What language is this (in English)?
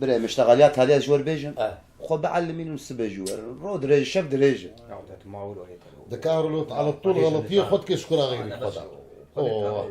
Kurdish